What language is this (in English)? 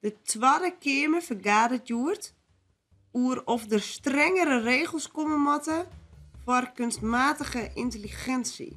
Western Frisian